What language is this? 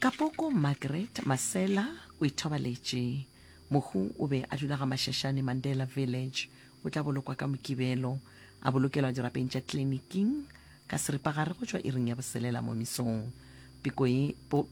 Northern Sotho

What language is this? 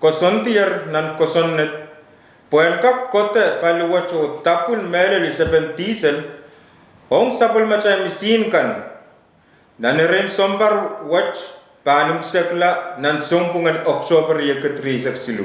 Pohnpeian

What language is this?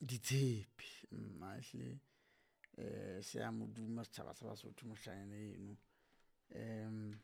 Southern Sotho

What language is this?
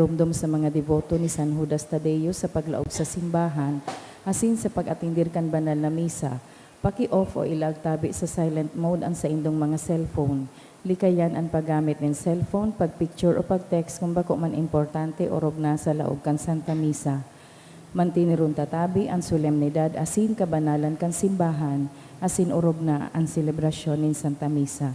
Bikol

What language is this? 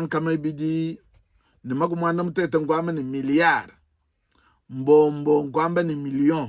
Luba-Lulua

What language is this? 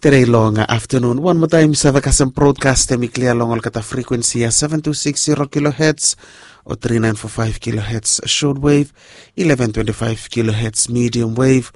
Bislama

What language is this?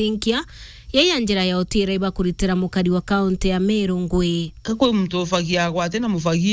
Meru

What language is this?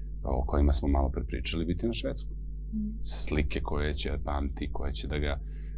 Serbian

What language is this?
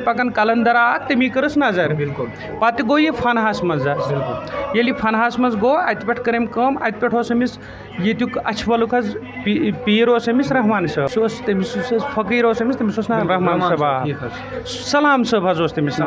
Kashmiri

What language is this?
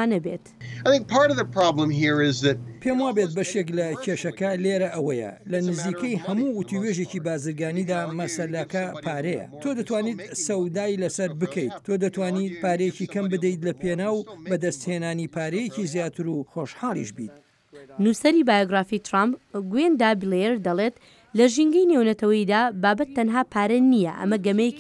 Central Kurdish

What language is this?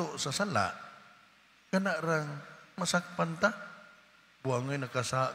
Cebuano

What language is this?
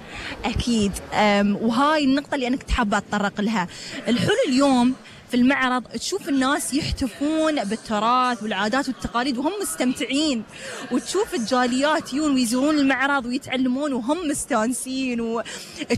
Gulf Arabic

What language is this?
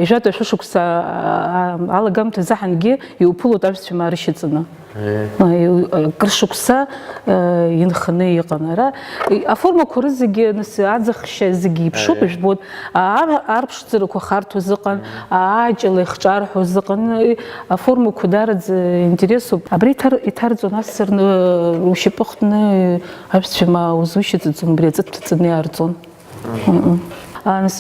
Abkhazian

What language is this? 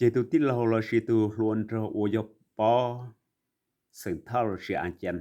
Hmong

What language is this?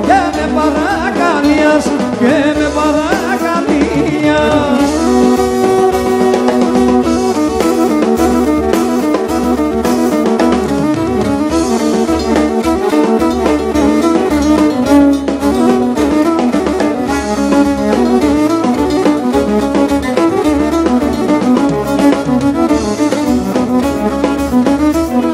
Greek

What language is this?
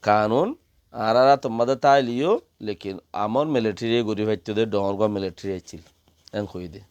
Rohingya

